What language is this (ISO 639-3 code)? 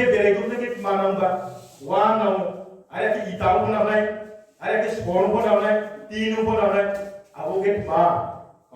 ria